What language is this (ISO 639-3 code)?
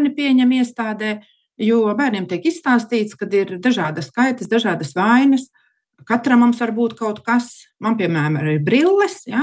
lav